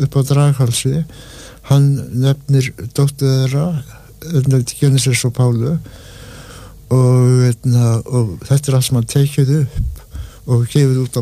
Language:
Icelandic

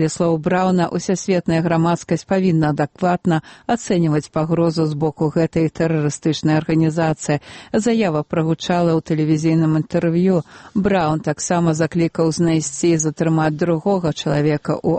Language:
Belarusian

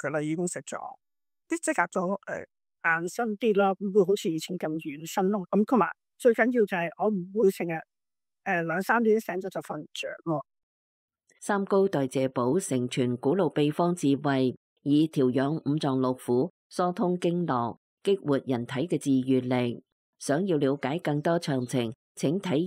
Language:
Cantonese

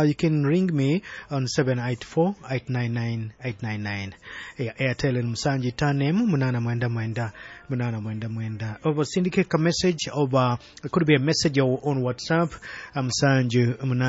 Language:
Nyoro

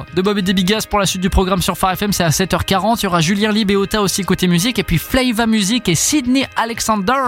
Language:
French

